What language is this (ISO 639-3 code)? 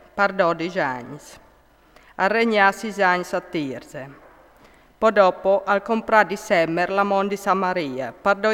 fur